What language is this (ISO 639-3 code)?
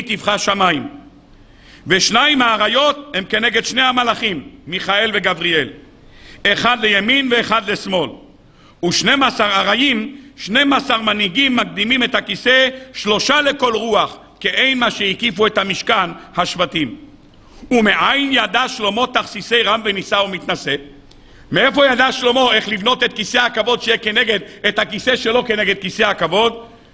heb